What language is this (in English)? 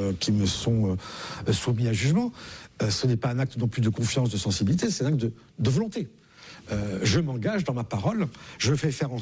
French